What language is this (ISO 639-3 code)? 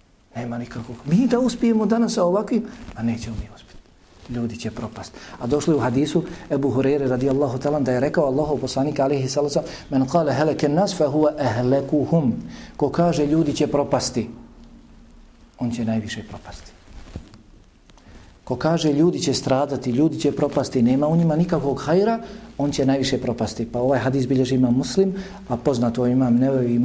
bos